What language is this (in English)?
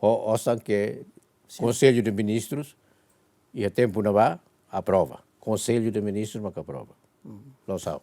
Tetum